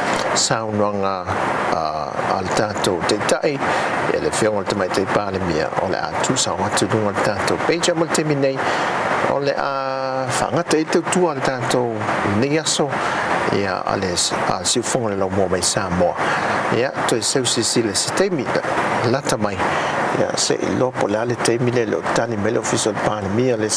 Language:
Samoan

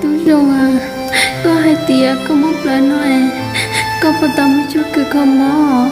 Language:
Hmong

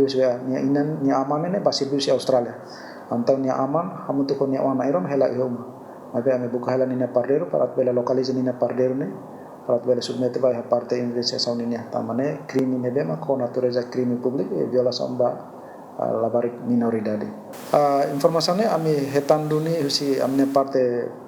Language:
Tetum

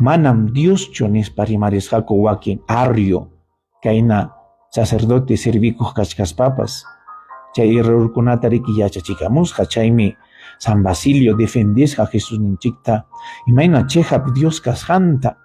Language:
Ayacucho Quechua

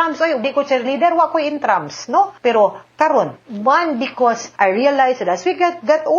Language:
Cebuano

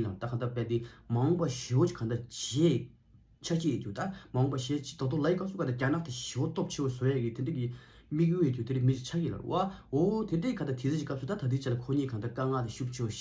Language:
Tibetan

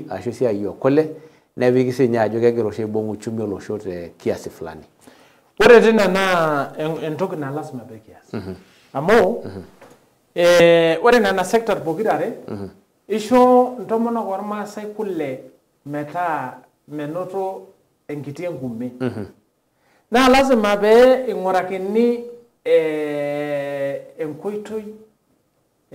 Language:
Masai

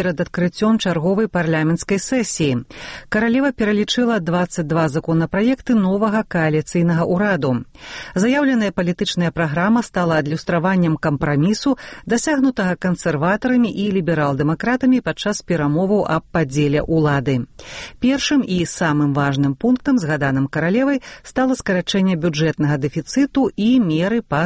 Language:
Belarusian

